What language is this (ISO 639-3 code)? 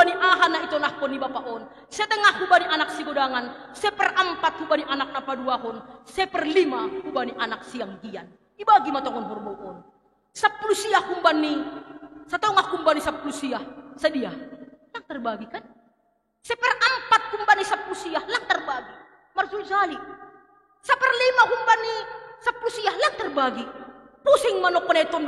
bts